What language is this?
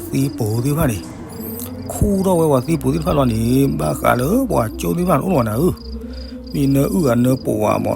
S'gaw Karen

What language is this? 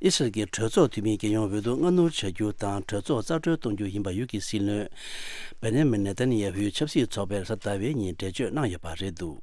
Tibetan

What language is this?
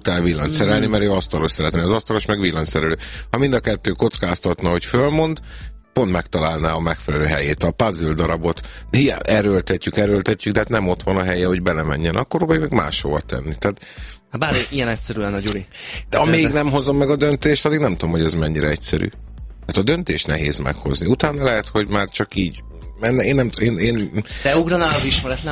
Hungarian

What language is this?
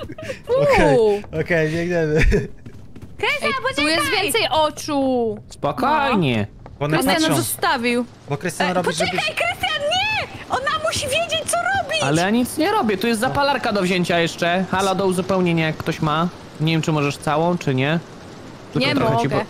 Polish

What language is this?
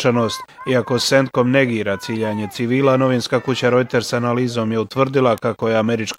Bosnian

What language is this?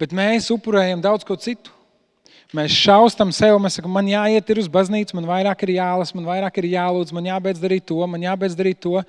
Latvian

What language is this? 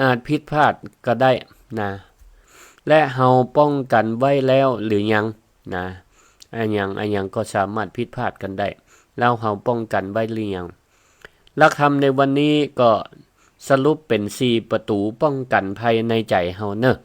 Northern Thai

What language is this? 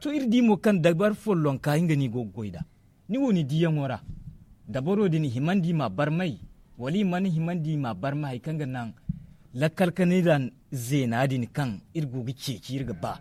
Zarma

